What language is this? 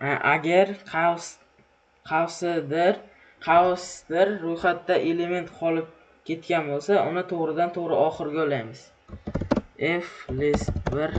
Uzbek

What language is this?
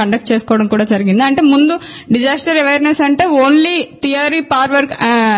Telugu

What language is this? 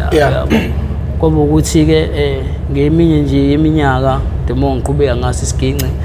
Zulu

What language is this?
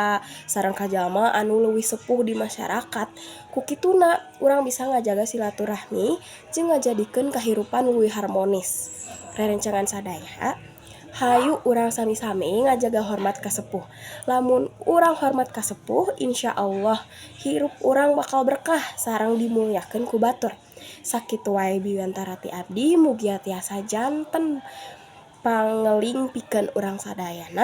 Sundanese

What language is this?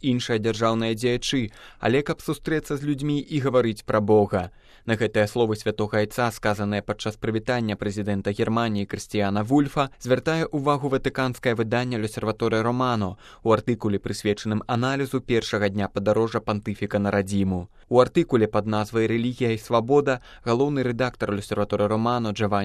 Belarusian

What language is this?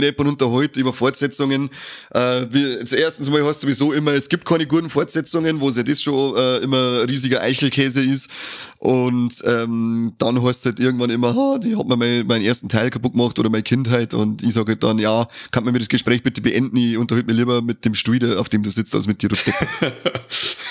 Bavarian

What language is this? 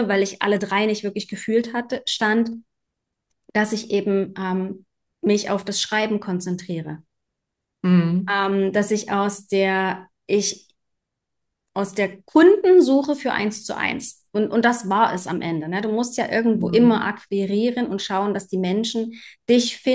German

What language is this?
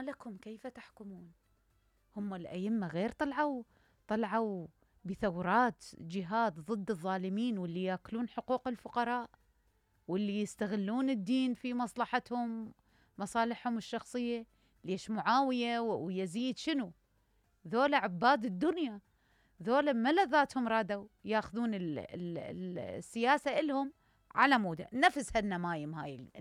Mesopotamian Arabic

